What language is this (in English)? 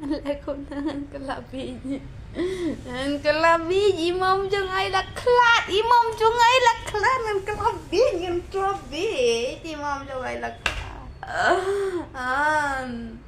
Khasi